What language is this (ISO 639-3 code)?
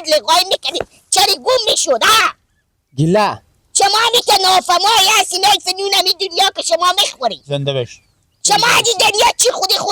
fas